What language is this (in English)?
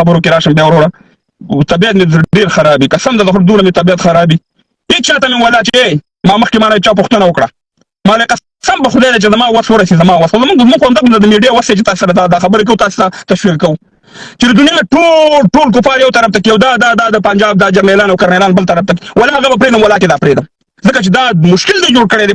Pashto